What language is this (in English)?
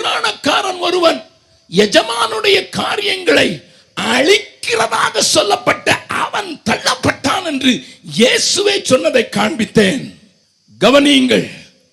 Tamil